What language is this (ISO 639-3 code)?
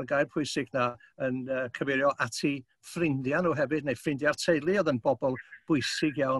cym